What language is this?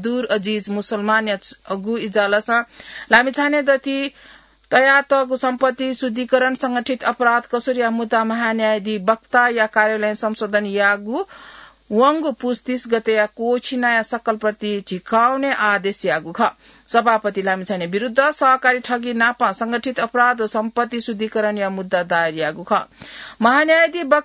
Newari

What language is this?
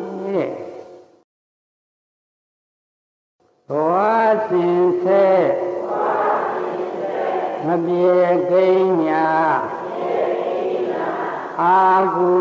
Burmese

